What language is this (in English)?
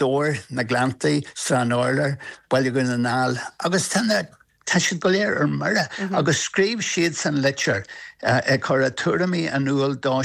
Irish